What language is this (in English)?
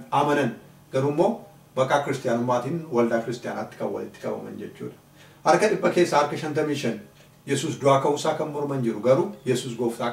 Oromo